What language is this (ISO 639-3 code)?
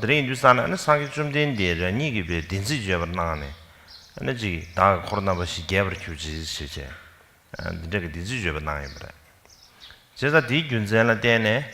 bod